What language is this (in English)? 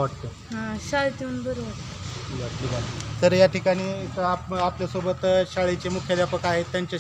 Marathi